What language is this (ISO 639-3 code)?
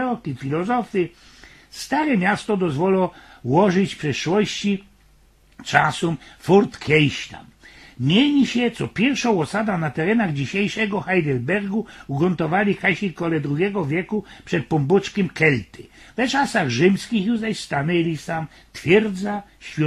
szl